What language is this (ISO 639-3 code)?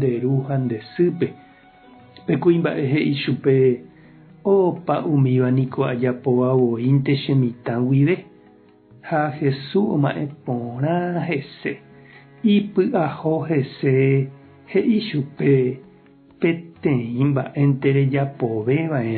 grn